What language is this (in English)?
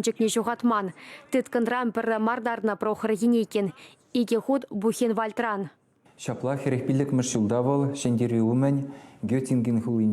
Chuvash